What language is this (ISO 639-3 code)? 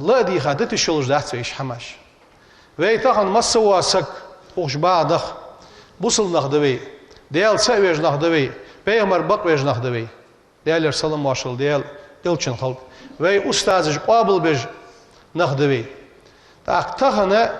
inh